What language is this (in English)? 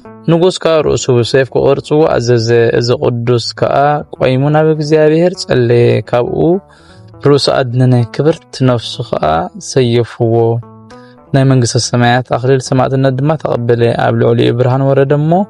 Tigrinya